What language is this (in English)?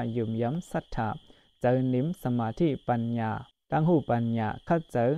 Shan